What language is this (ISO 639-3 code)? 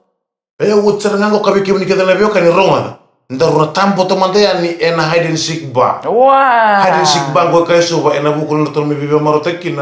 fij